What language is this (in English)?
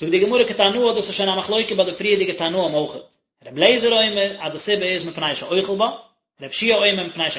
Yiddish